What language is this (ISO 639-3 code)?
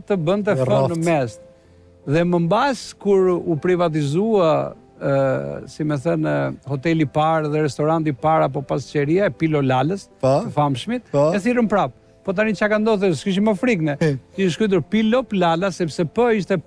sqi